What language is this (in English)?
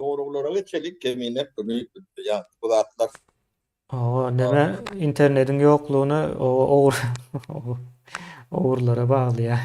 Turkmen